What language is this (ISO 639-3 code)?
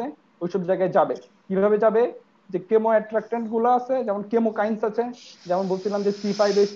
ben